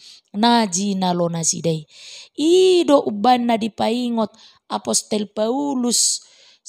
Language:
Batak Toba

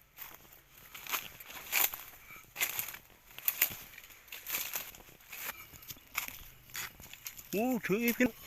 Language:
Lao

